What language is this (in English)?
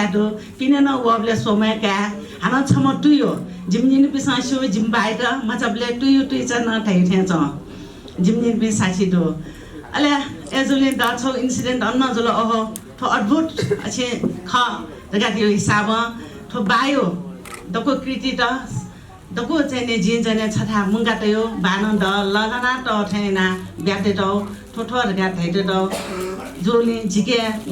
Newari